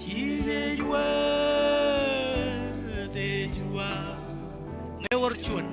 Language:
Marshallese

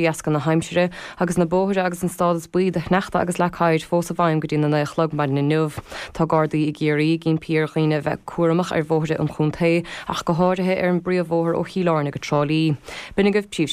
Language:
Irish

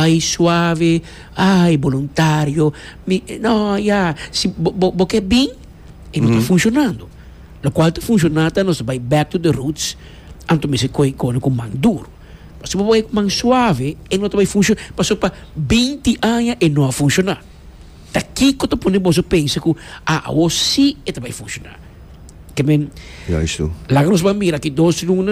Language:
Papiamento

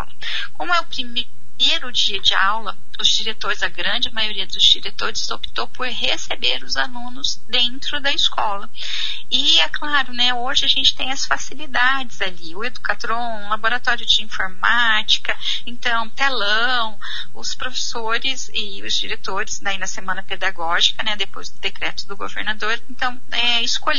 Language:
Portuguese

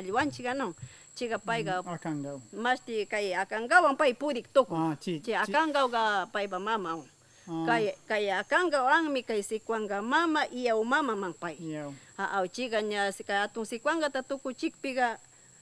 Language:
Northern Pastaza Quichua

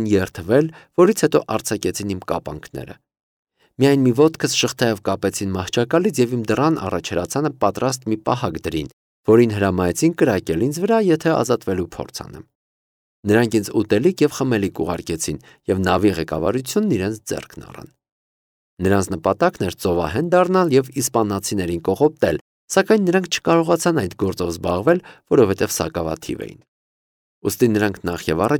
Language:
Armenian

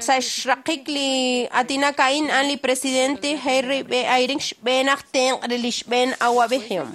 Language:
Kekchí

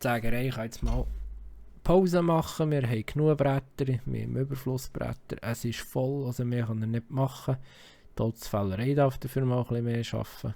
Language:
Swiss German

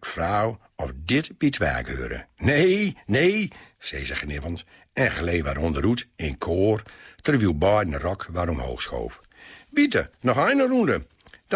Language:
Gronings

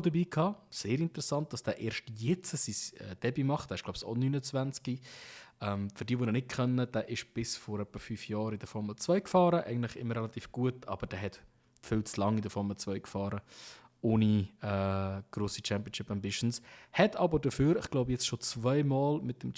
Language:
Swiss German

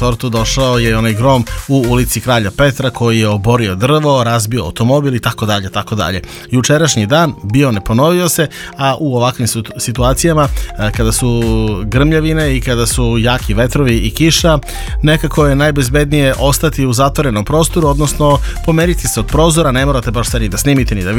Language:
Serbian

